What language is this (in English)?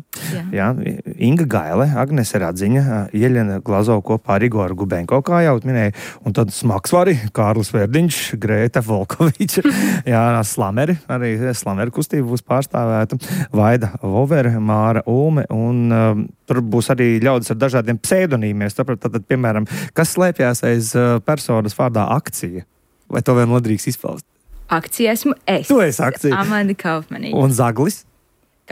Latvian